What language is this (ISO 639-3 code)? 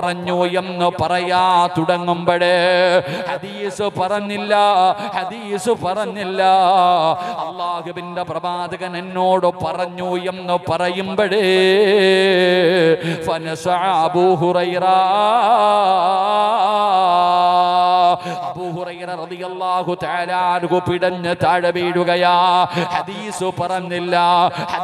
mal